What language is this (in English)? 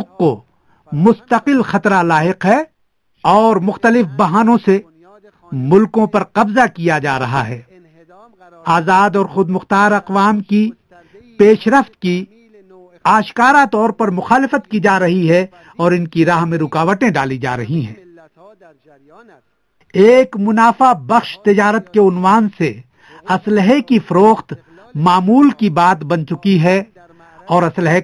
Urdu